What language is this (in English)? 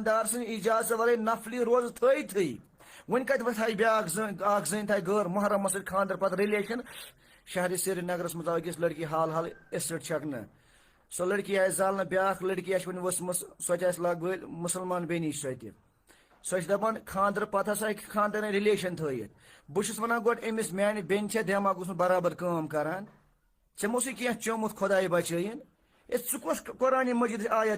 Kashmiri